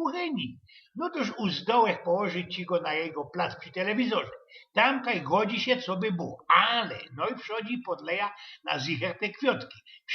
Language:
Silesian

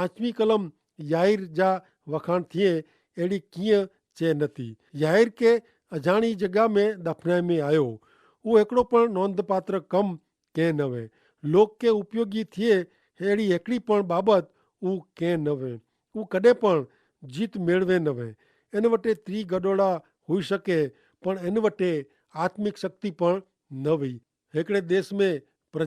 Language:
Kachhi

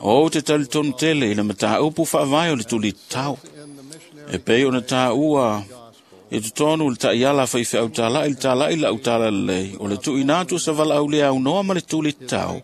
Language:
Samoan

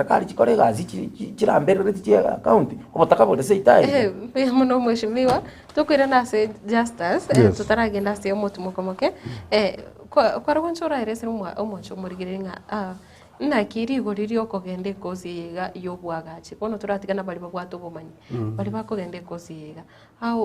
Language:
Gusii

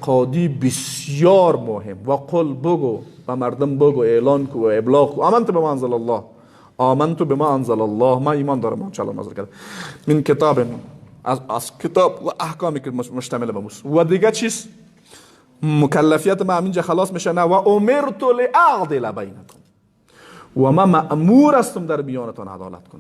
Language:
Persian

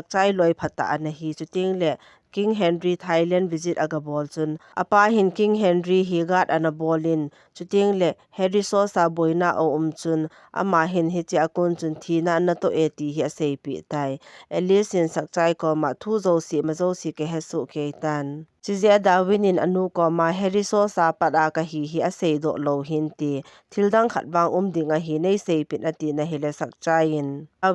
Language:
Thado Chin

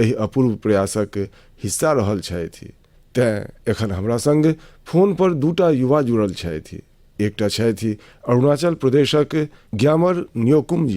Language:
Maithili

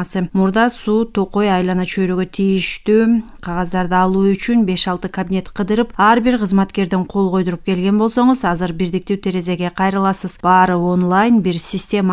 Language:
Kyrgyz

